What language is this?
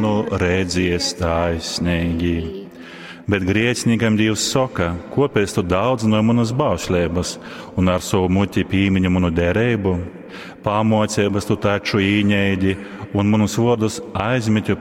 Latgalian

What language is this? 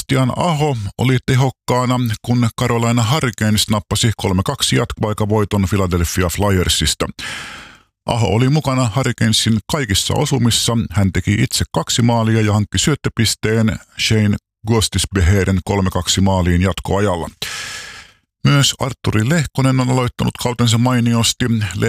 Finnish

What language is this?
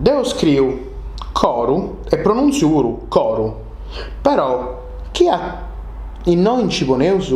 Sardinian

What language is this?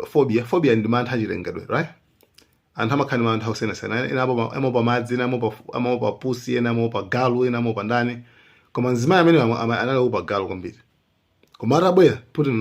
Nyanja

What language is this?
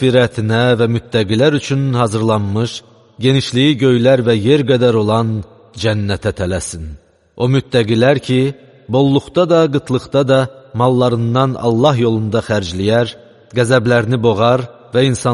Azerbaijani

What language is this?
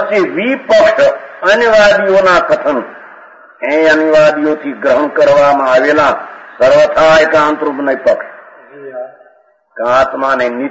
Gujarati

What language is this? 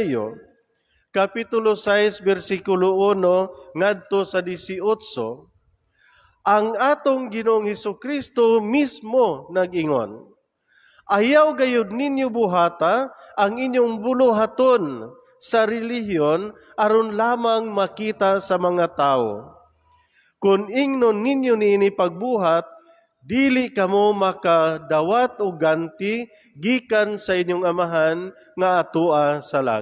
Cebuano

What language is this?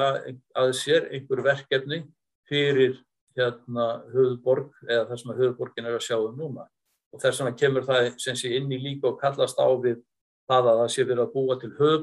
Icelandic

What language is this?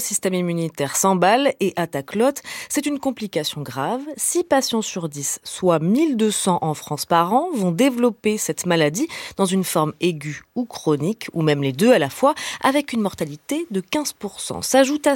French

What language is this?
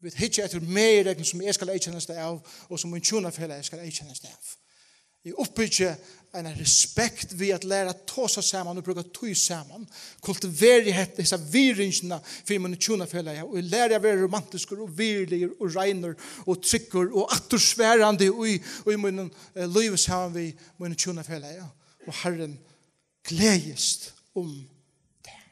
Faroese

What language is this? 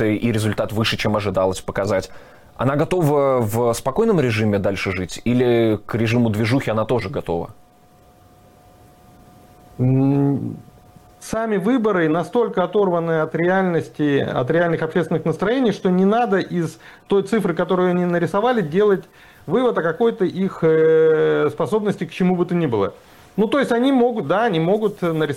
Russian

